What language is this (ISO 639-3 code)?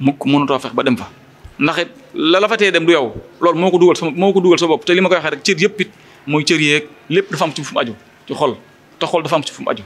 wol